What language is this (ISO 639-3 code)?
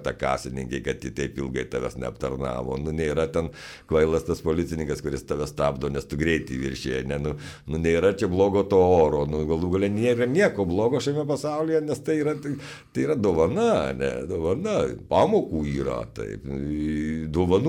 lit